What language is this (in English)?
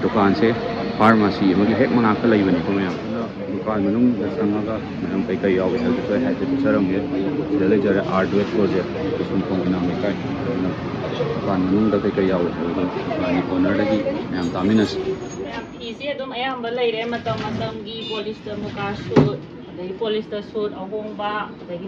Manipuri